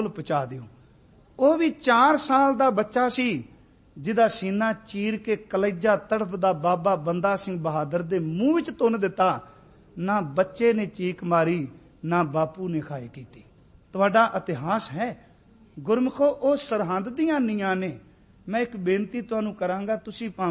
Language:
Punjabi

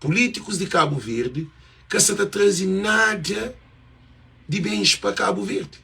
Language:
Kabuverdianu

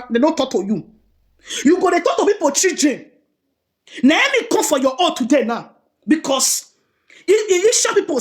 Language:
Nigerian Pidgin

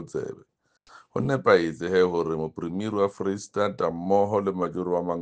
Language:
Southern Sotho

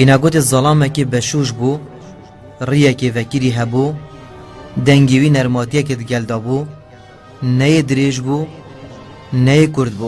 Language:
Kurdish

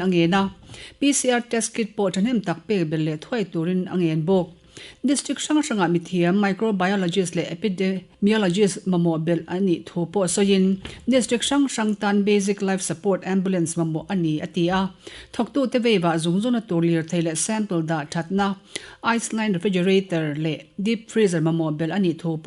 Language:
Mizo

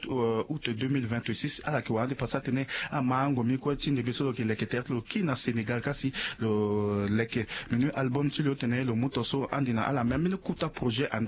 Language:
Sango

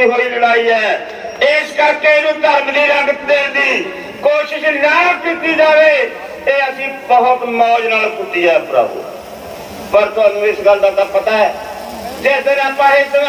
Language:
Punjabi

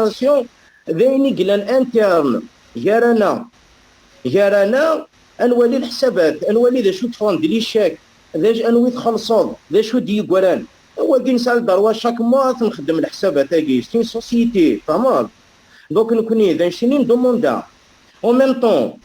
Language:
Kabyle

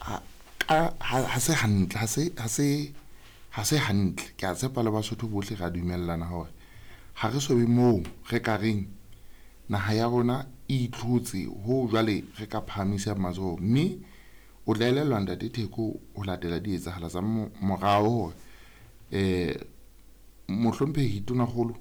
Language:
Southern Sotho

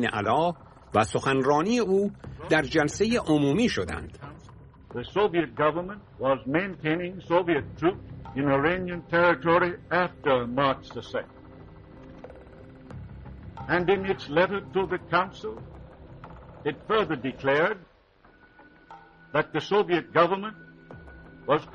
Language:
Persian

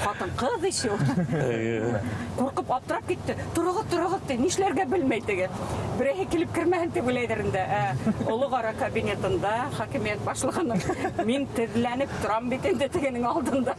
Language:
Bashkir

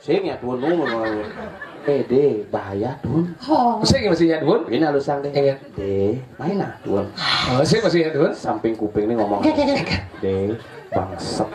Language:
Balinese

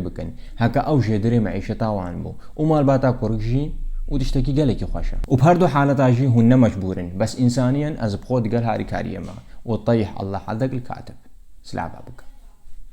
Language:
Kurdish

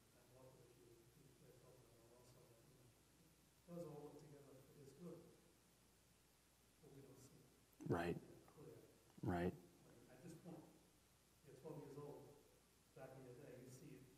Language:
English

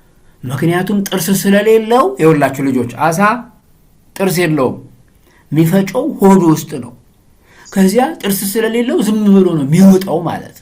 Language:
Amharic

